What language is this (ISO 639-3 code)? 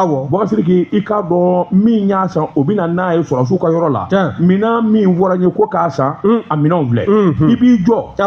bam